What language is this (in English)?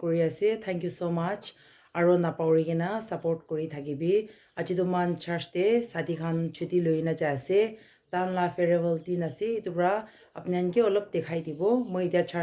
Naga Pidgin